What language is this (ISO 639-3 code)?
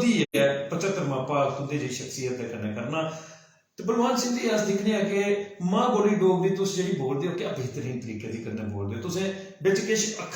doi